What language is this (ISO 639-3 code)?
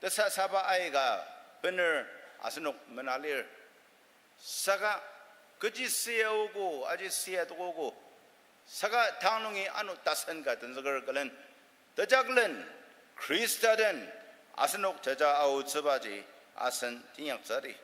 njo